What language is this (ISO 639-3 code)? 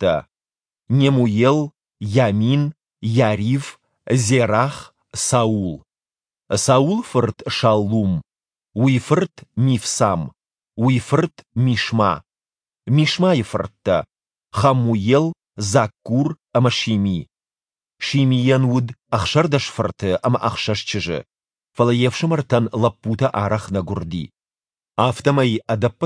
oss